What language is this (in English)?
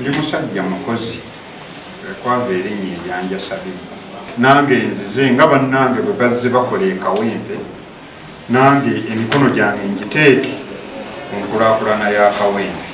Ganda